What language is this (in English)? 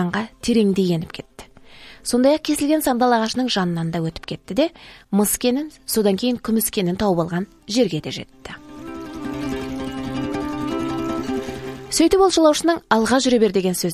Kazakh